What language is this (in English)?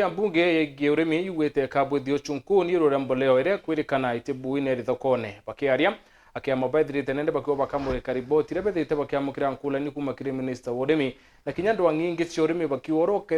Meru